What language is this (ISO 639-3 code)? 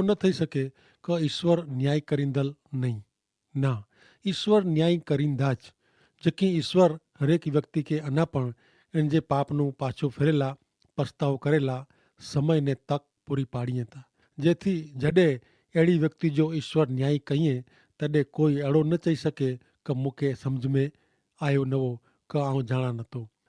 kfr